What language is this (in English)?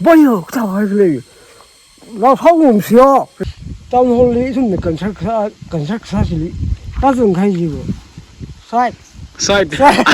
Tangkhul Naga (India)